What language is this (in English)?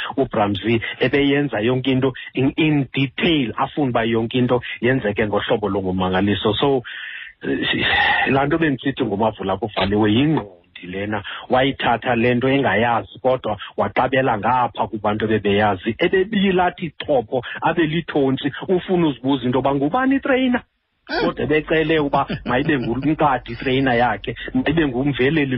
Xhosa